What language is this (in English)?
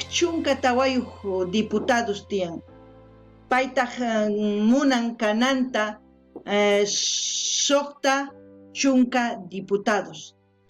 South Bolivian Quechua